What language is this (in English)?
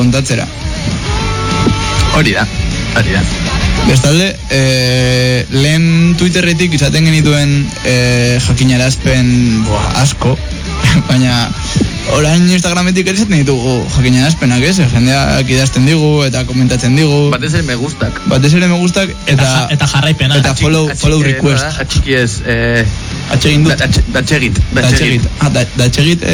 Basque